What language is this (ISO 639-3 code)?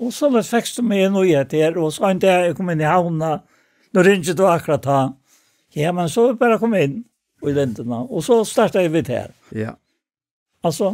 fao